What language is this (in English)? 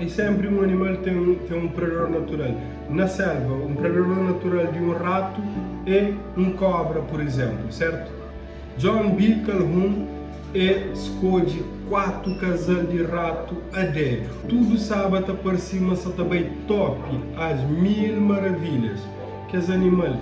Kabuverdianu